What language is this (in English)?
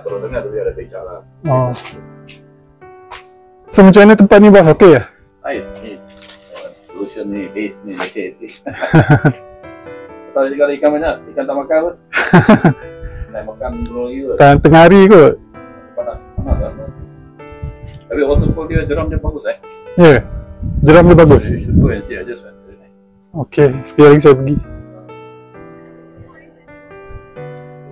Malay